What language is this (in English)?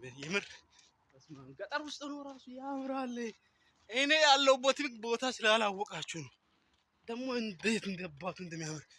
Amharic